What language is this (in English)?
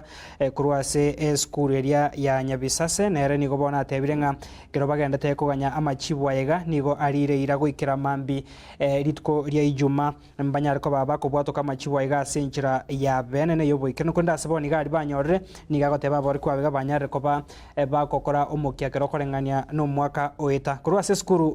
Gusii